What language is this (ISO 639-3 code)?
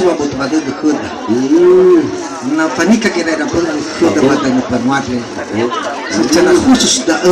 nia